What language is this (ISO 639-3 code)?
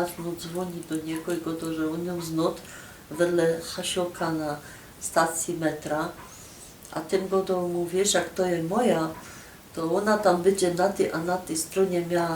szl